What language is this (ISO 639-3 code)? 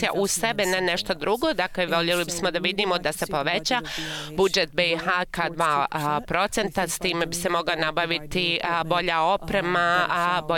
bos